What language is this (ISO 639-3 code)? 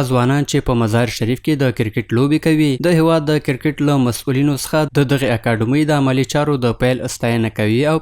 pus